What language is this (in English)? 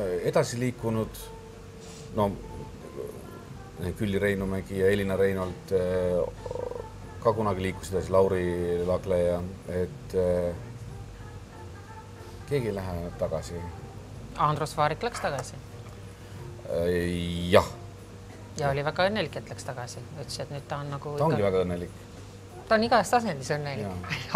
Estonian